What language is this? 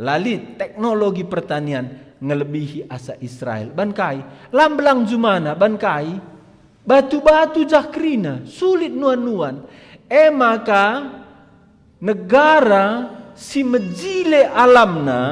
Batak Karo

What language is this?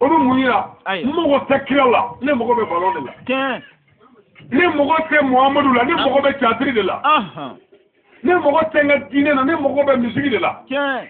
Bambara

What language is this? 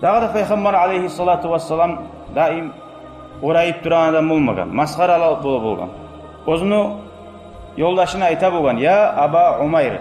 Kumyk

